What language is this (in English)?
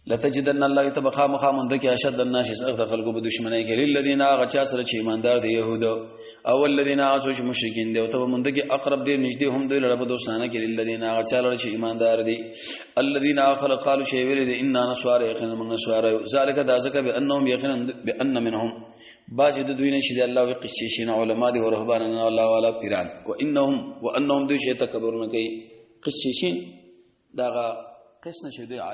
Pashto